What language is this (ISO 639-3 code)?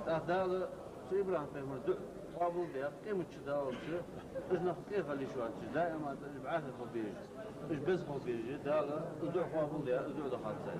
inh